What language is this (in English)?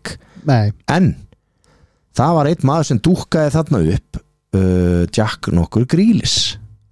Icelandic